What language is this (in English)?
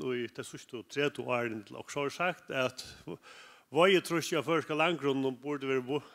Faroese